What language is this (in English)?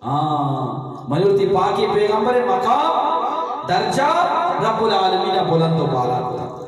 Eastern Balochi